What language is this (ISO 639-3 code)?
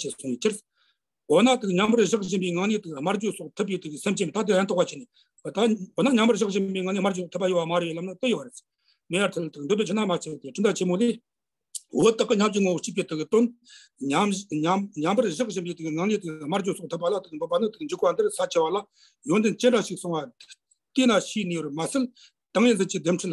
bod